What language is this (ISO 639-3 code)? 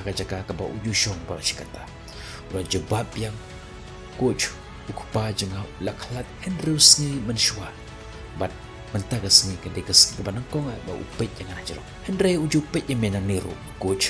kha